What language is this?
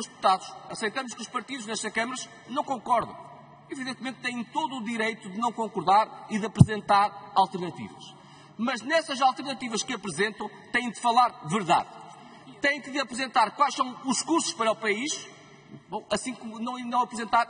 Portuguese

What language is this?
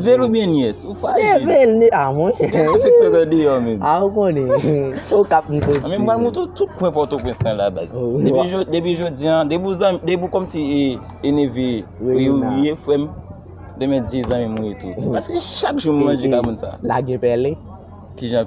Haitian Creole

